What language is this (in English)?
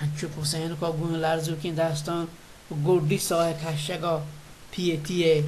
Baluchi